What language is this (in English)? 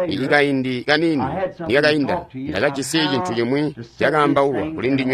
Tonga (Zambia)